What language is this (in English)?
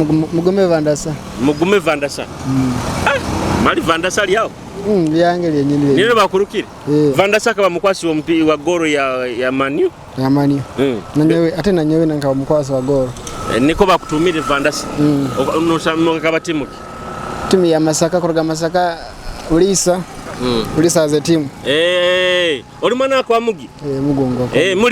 Nyoro